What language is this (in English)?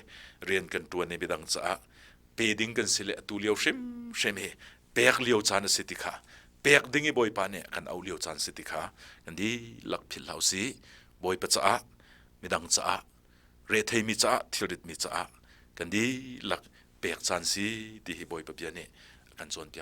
Hakha Chin